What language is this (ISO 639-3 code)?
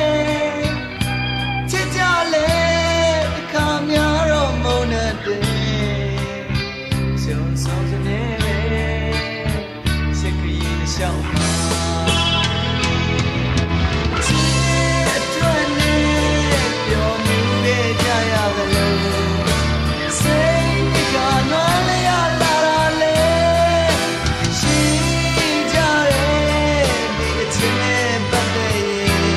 mya